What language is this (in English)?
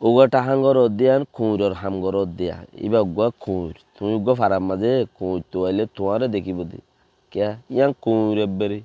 Rohingya